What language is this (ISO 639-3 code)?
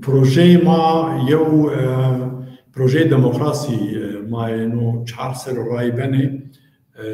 zza